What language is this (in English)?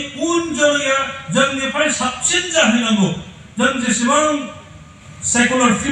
Bodo